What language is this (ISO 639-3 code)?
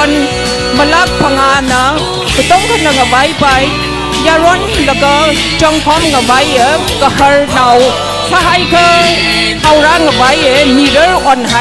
nmf